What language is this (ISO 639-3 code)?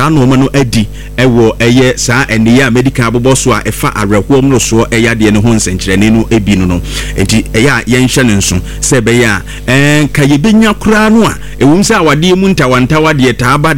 aka